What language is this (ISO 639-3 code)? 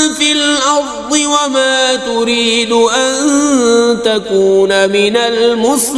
kas